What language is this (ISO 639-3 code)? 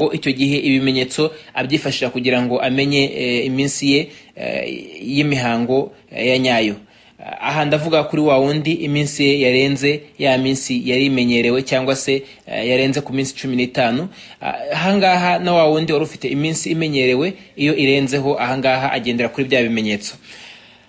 kin